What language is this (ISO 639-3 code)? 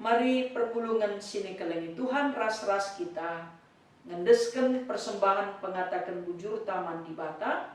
btx